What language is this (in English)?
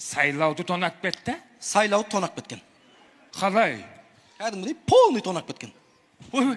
Kazakh